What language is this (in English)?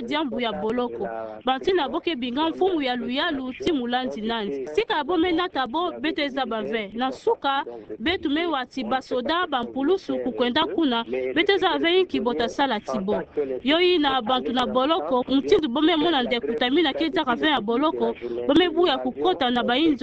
Kituba (Democratic Republic of Congo)